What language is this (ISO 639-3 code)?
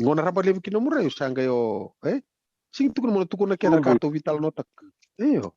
fij